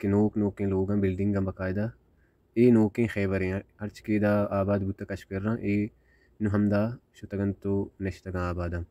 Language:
Baluchi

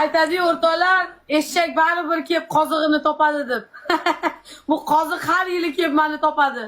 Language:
Uzbek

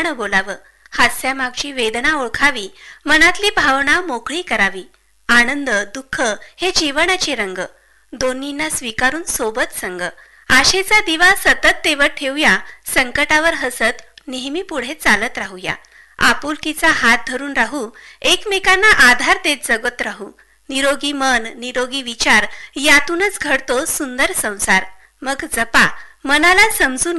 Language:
Marathi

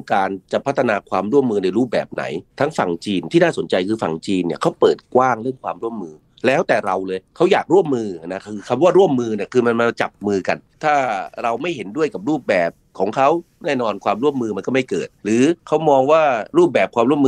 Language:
Thai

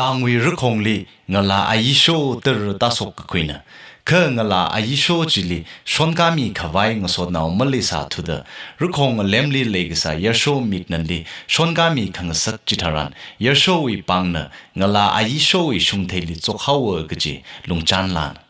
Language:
Tangkhul Naga (India)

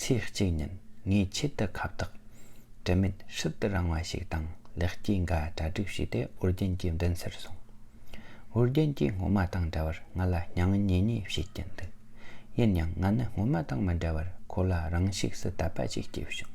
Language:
Tibetan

